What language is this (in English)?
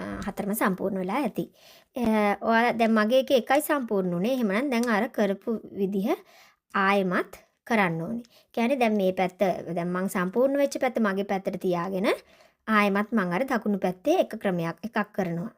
Sinhala